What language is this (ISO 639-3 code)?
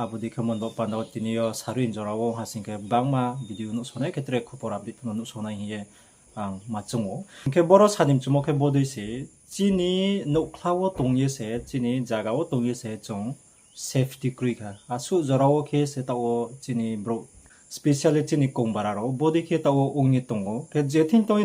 ria